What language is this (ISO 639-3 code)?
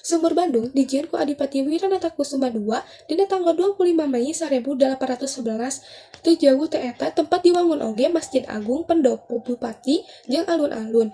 sun